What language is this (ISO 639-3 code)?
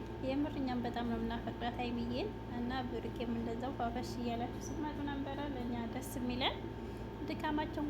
amh